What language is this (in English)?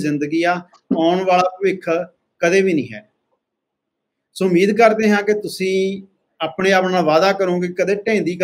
Punjabi